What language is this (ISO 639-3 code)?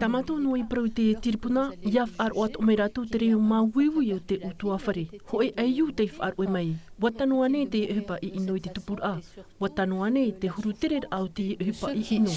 tah